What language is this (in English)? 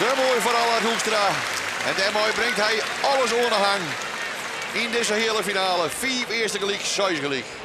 Western Frisian